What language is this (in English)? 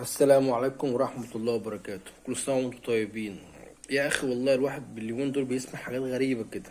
Egyptian Arabic